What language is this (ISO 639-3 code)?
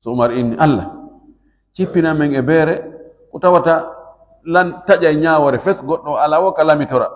ful